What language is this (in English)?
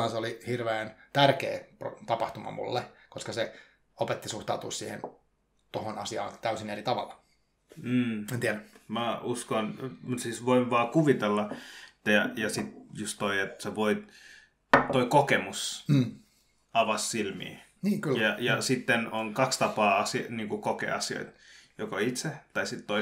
Finnish